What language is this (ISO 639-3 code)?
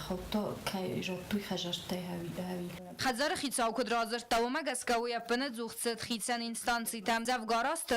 oss